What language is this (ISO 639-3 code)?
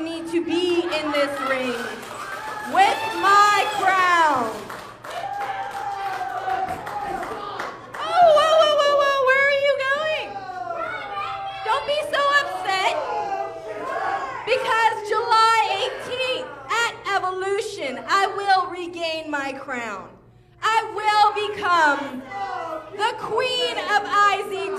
eng